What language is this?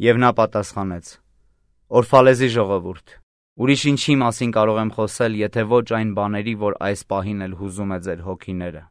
Armenian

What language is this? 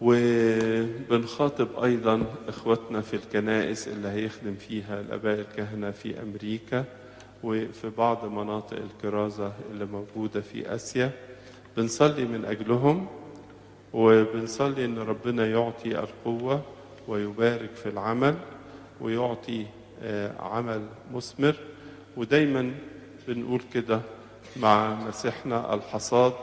Egyptian Arabic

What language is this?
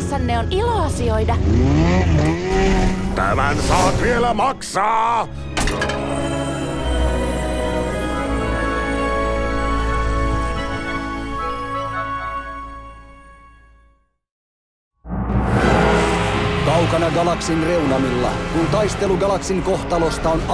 Finnish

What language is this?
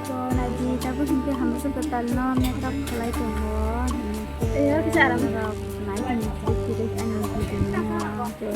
Kok Borok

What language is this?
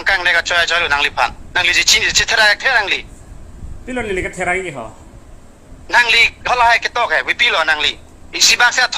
Karbi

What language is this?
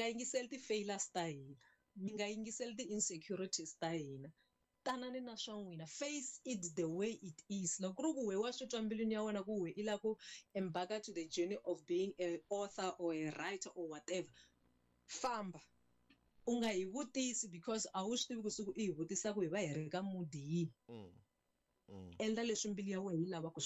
Tsonga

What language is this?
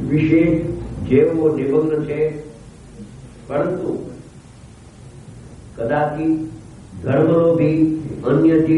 Gujarati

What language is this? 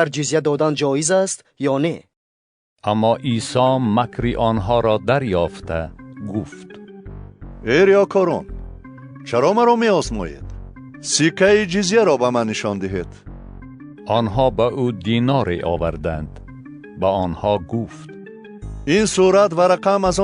Tajik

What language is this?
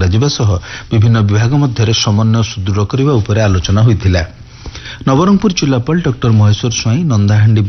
Odia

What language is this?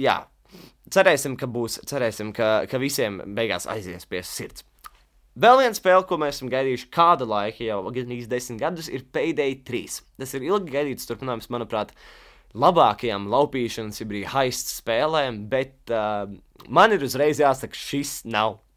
Latvian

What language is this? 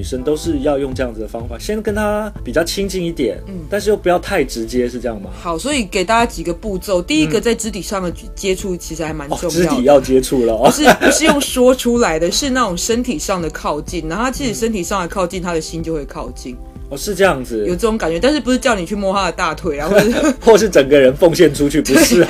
Chinese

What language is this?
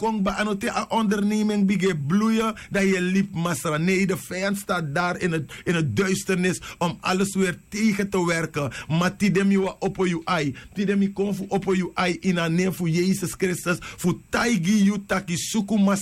Sranan Tongo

